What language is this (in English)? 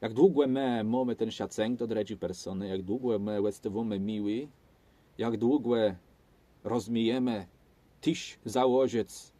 Kashubian